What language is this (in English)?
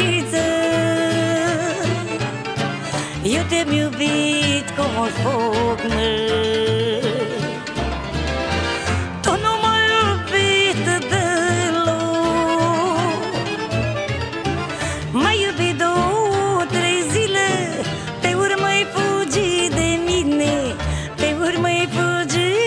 Romanian